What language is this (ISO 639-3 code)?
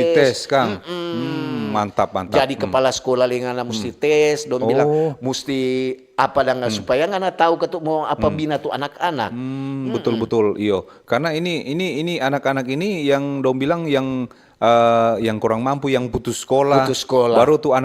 xmm